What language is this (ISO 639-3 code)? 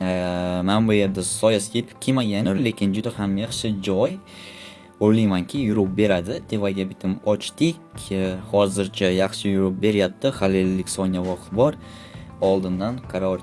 uzb